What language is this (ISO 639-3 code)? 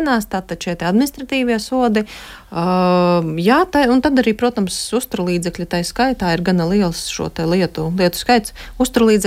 lav